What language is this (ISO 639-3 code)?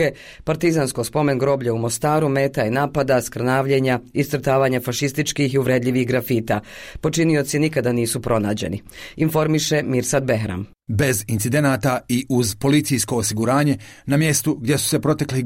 bos